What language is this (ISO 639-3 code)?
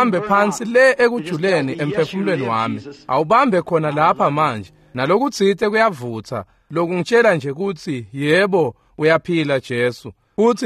ssw